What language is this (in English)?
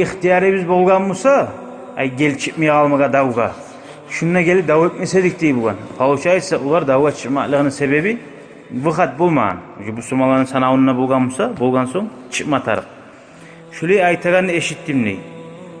Kumyk